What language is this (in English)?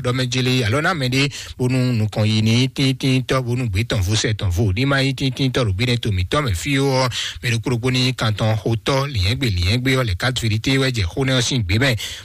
Fon